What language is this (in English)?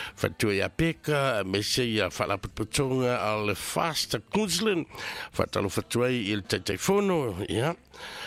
Samoan